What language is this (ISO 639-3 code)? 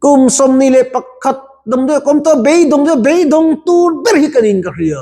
lus